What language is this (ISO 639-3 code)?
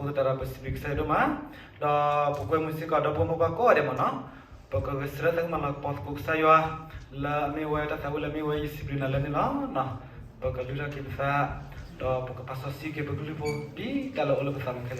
ksw